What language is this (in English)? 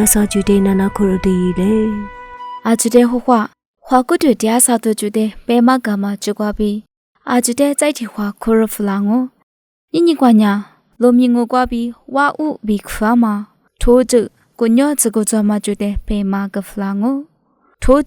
Lisu